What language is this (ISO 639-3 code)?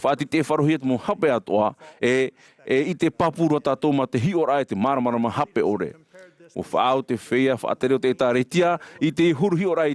tah